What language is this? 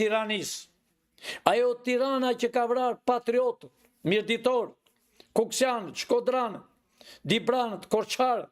Albanian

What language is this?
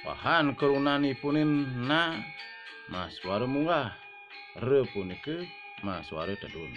Balinese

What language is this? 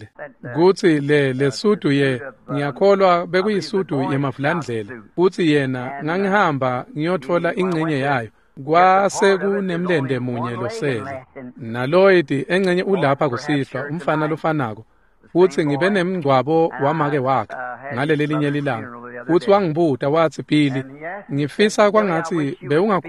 Swati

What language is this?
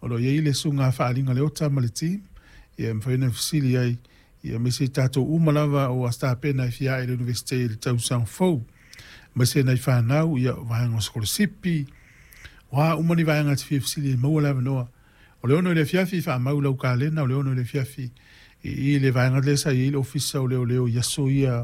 Samoan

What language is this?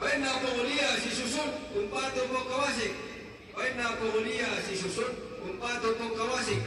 Toraja-Sa'dan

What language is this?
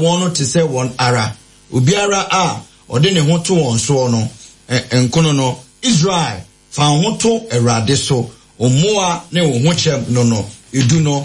Akan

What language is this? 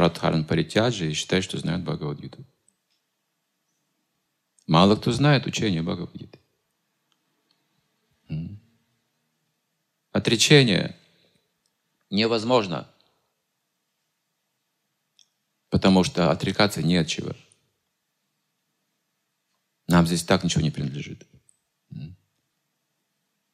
Russian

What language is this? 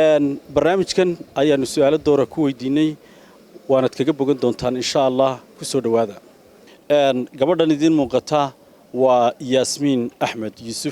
Somali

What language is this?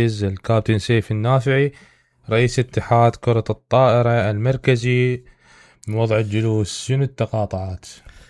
Mesopotamian Arabic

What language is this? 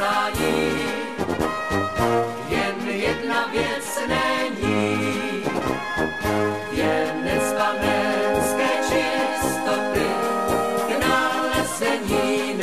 Czech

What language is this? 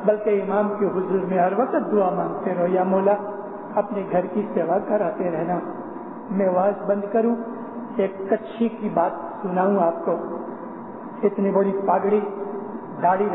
Urdu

